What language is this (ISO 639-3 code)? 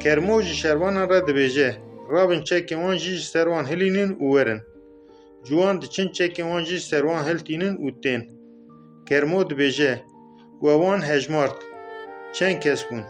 kur